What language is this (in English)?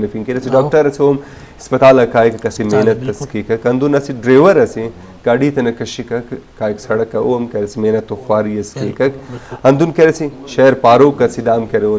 Brahui